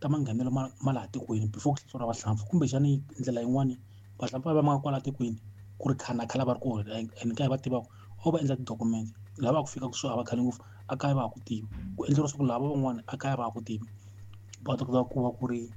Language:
Tsonga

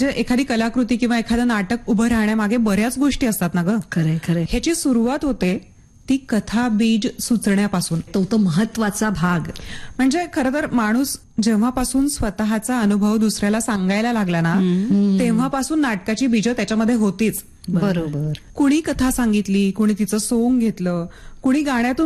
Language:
Marathi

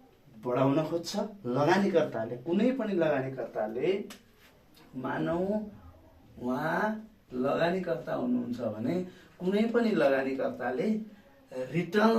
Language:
Nepali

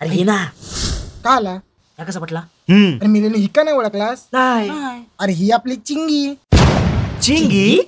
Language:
Konkani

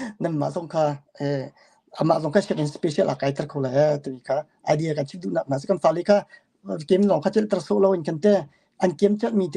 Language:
Hakha Chin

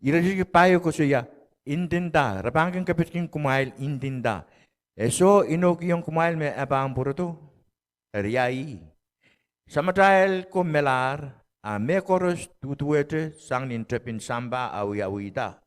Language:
Pohnpeian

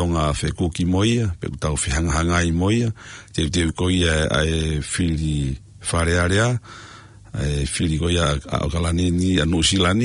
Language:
Tongan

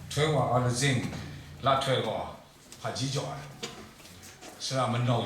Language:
Kachin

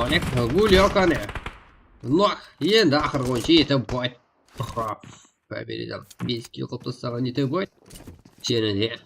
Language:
Kara-Kalpak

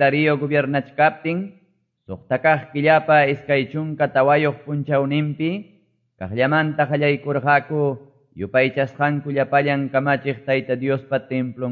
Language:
Quechua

